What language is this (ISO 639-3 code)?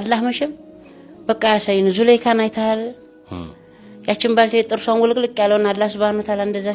amh